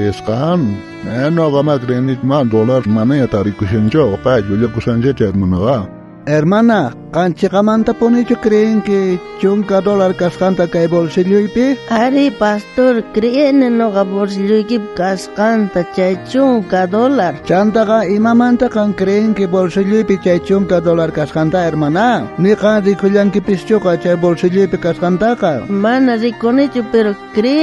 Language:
South Bolivian Quechua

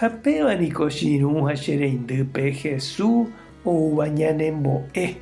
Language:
Guarani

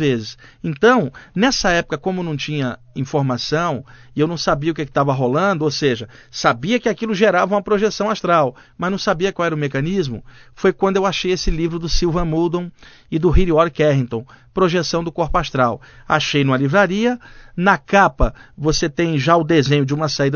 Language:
Portuguese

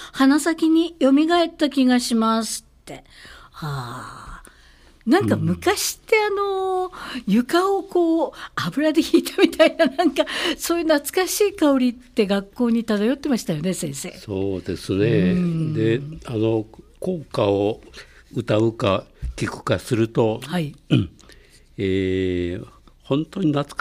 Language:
Japanese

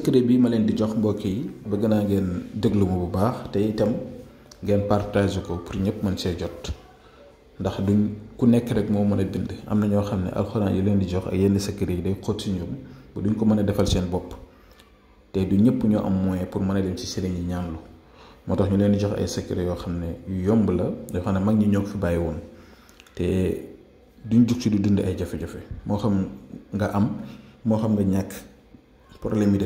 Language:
Wolof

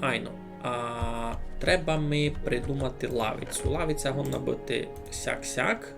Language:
Rusyn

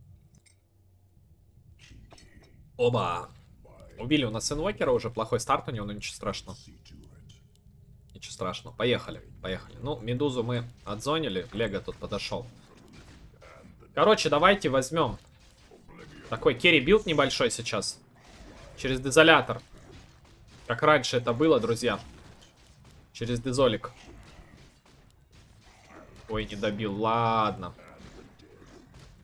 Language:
Russian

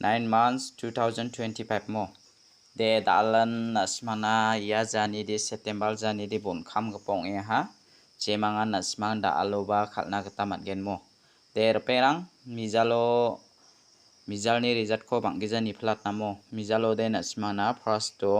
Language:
Garo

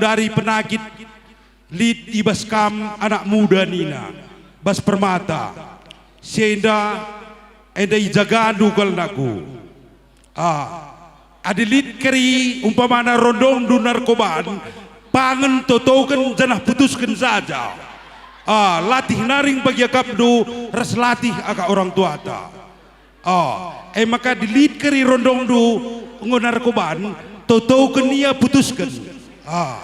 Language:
Batak Karo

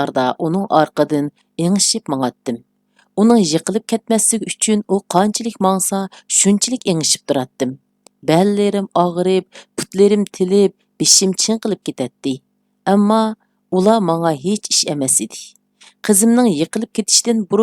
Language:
Uyghur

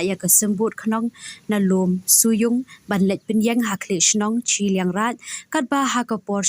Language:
Khasi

